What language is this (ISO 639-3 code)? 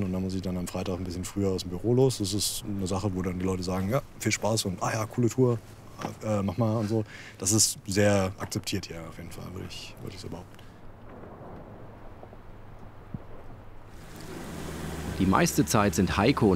deu